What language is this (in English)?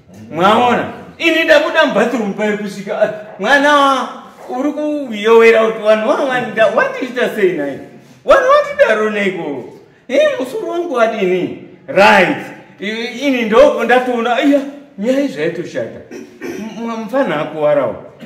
Shona